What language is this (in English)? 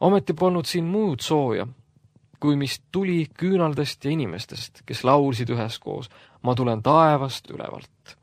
Estonian